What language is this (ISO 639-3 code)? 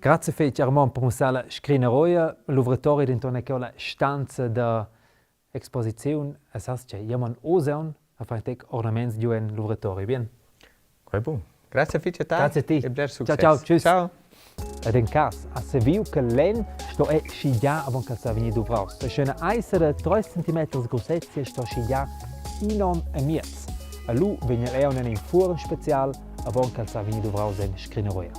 roh